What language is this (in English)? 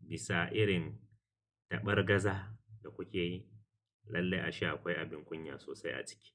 Hausa